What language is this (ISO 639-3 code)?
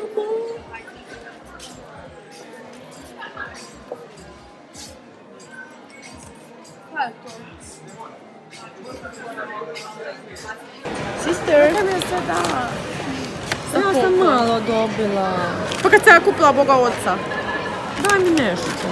hrv